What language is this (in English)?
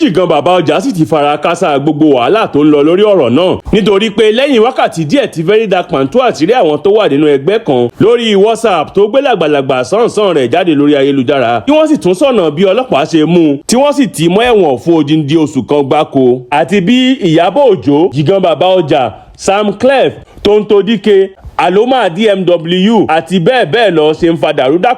Yoruba